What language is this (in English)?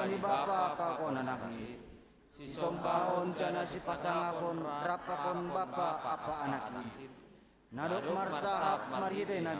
Batak Simalungun